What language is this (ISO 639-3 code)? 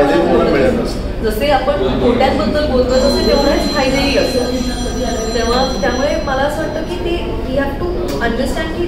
mar